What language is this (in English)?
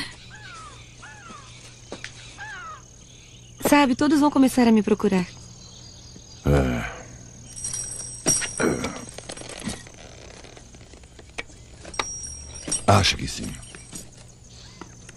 Portuguese